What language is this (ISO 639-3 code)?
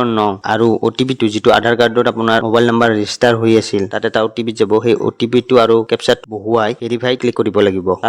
asm